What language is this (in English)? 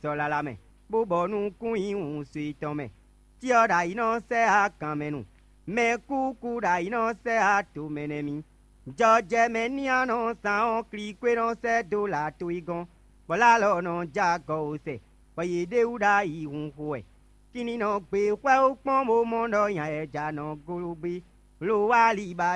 Fon